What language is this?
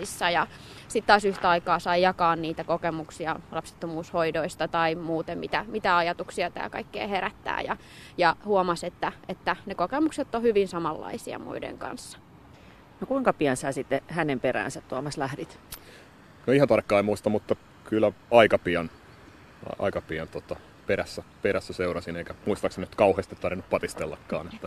Finnish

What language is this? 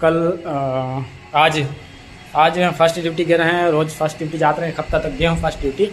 Chhattisgarhi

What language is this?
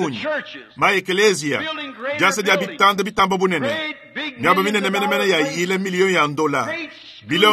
Luba-Lulua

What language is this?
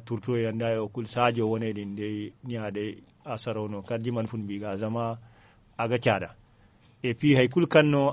Zarma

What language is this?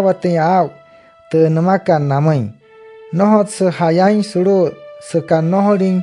Wayuu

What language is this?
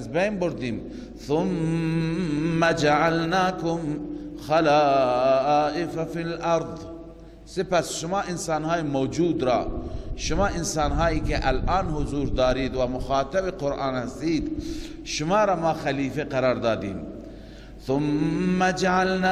Persian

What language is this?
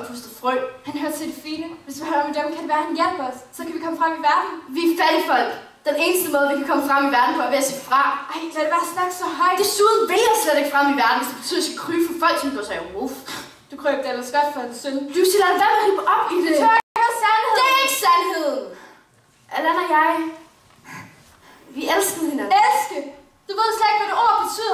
Danish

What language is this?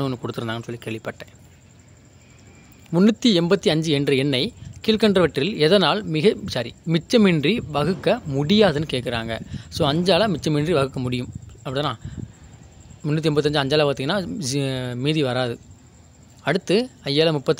Tamil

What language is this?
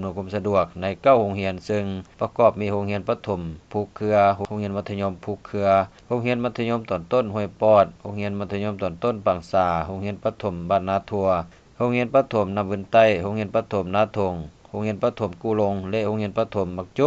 Lao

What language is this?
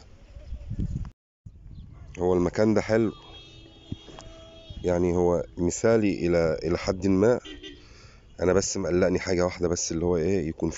Egyptian Arabic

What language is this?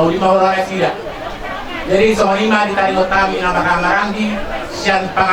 Batak Toba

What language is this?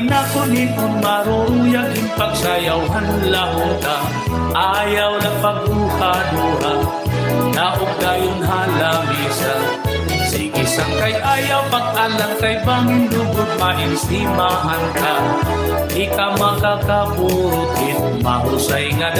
Waray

